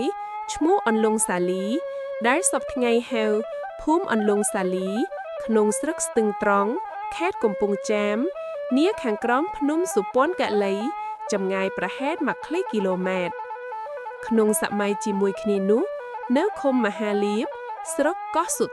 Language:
Khmer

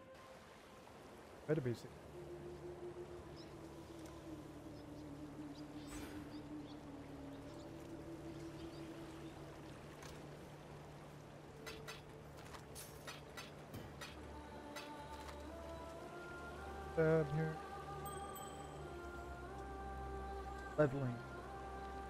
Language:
English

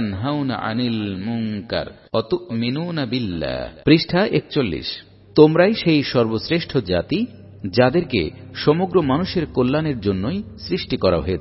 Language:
Bangla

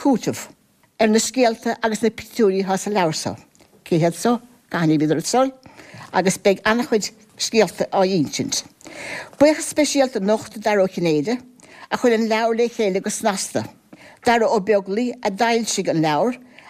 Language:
Irish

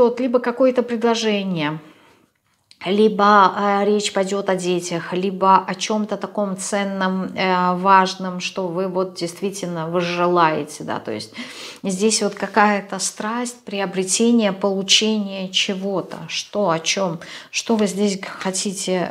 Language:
Russian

